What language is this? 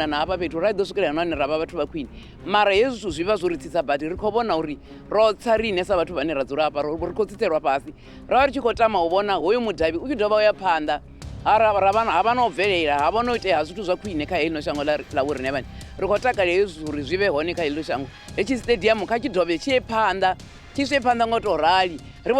Venda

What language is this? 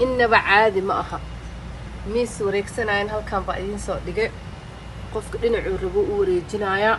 Somali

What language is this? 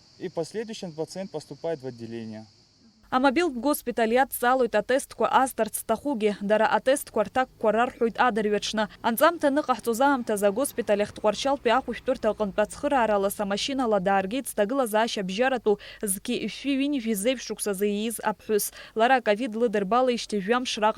Abkhazian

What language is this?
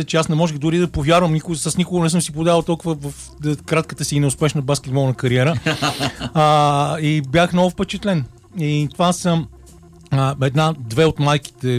Bulgarian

